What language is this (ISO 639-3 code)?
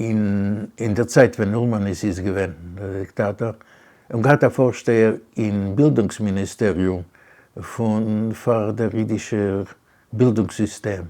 yid